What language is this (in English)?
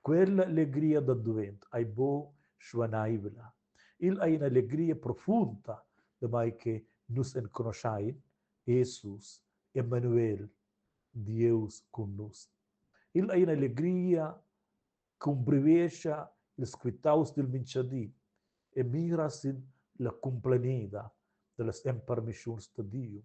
Romansh